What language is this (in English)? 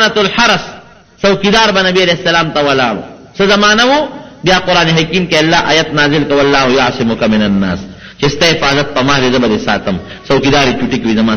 Pashto